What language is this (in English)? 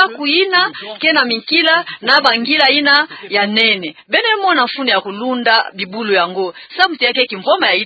Kituba (Democratic Republic of Congo)